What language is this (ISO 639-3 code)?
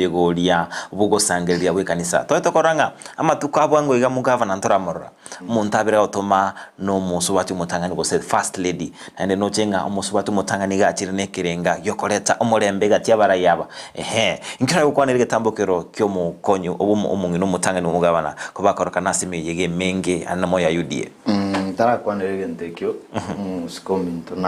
guz